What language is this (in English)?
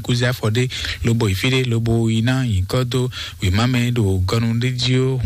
Fon